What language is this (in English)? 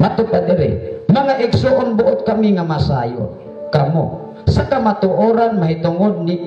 Cebuano